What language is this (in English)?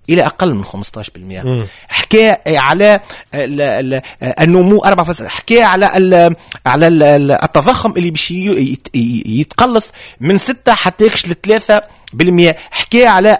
Tunisian Arabic